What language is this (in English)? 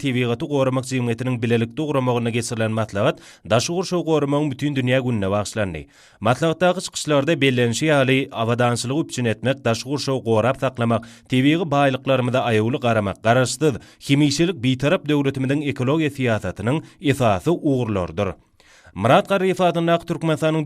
Turkmen